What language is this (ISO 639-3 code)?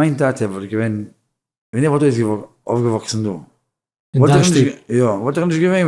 yid